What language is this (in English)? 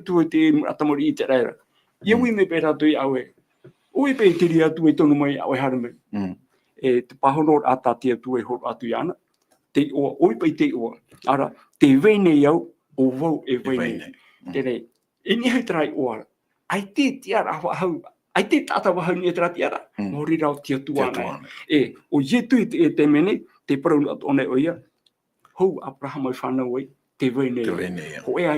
Tahitian